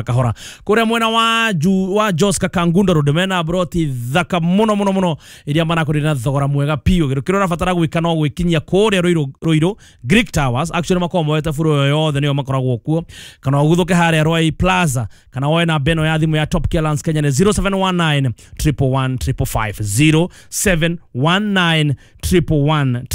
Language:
Kikuyu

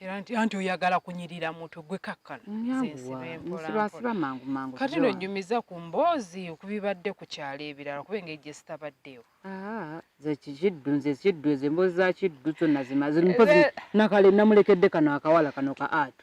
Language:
Ganda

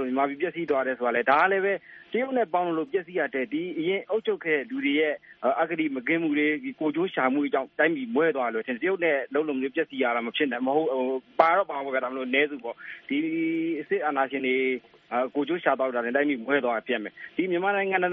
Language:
Burmese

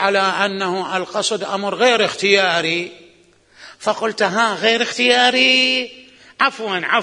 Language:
Mesopotamian Arabic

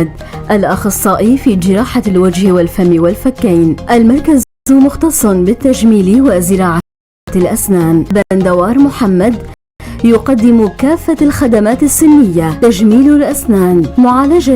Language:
North Levantine Arabic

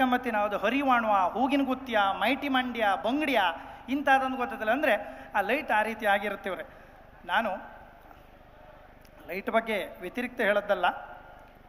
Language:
Kannada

